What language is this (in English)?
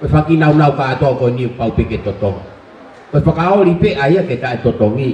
Tongan